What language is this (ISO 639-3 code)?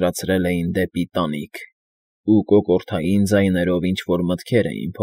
hye